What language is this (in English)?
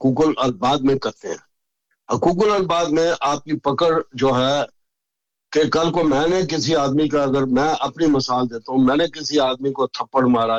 Urdu